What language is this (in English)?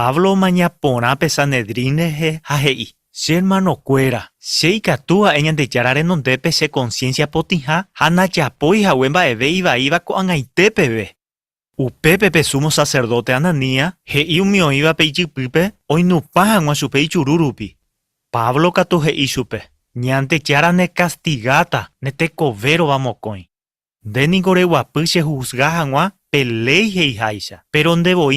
Guarani